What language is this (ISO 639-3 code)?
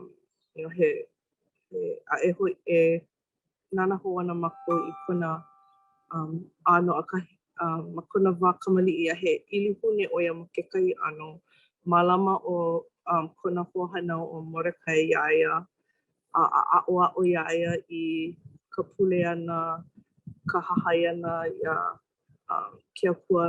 haw